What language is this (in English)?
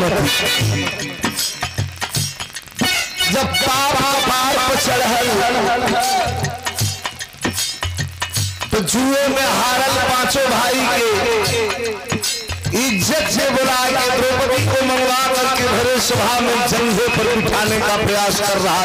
Bhojpuri